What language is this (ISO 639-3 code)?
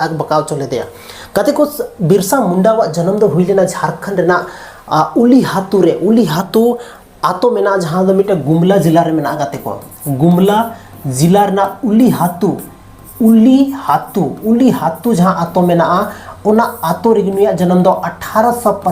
sat